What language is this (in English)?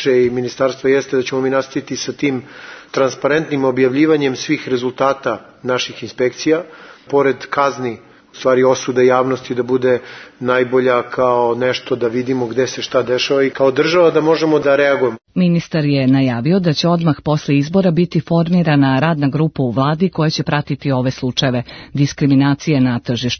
Serbian